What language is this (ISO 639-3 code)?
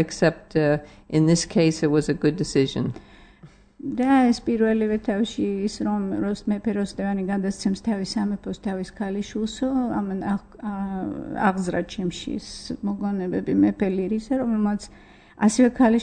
kat